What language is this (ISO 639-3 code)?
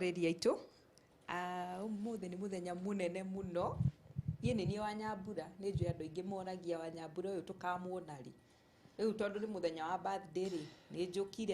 kik